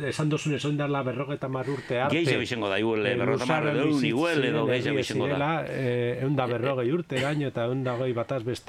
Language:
Basque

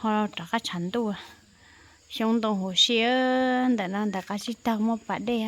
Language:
Hmong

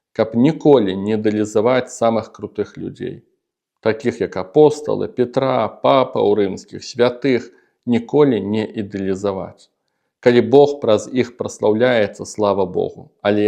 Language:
Belarusian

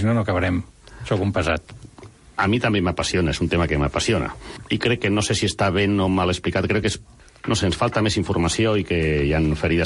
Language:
Catalan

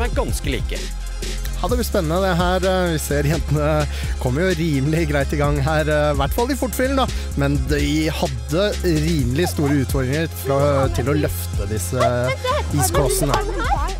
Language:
Norwegian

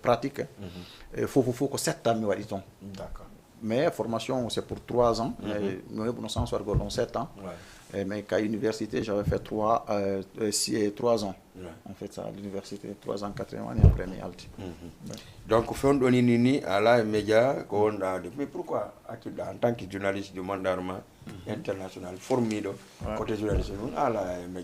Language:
Fula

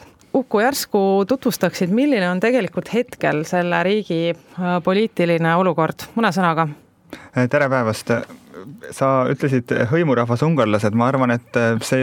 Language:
Estonian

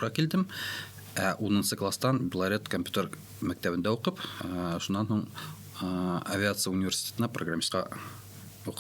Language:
Bashkir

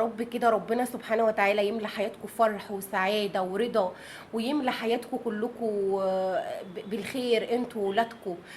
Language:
Egyptian Arabic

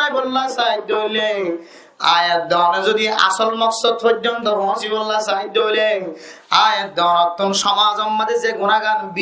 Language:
Rohingya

